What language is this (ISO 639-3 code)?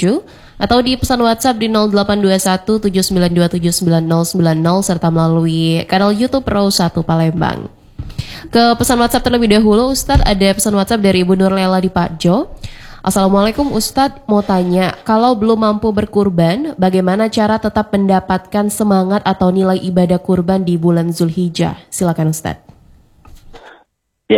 ind